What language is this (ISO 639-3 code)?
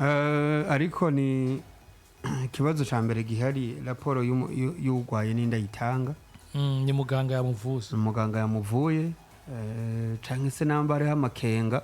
run